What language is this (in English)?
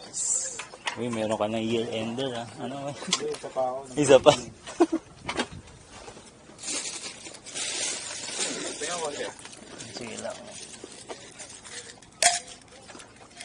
Filipino